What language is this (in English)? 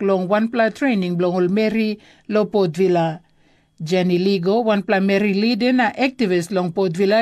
Tok Pisin